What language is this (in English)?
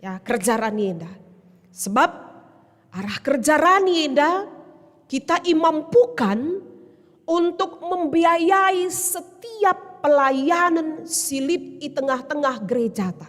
Batak Karo